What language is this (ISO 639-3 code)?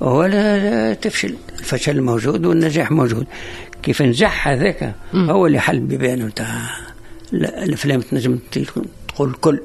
aeb